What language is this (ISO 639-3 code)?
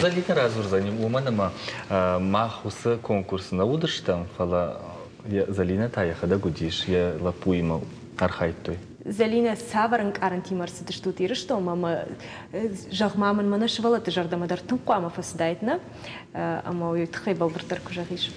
oss